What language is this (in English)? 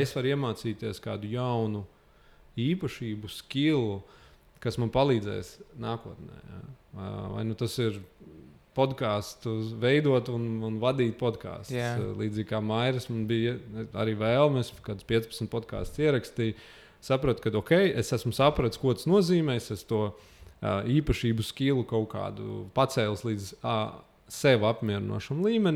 Latvian